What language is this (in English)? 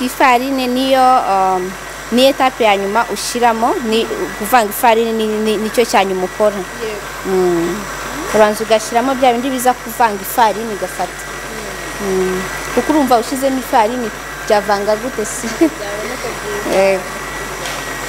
Kinyarwanda